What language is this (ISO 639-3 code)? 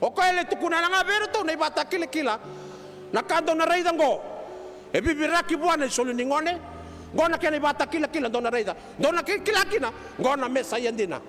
fij